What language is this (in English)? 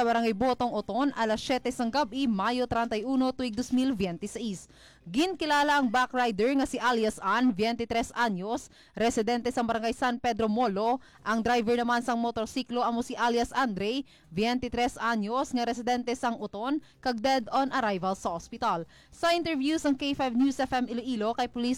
Hiligaynon